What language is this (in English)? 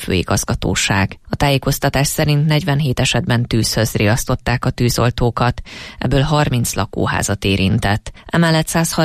Hungarian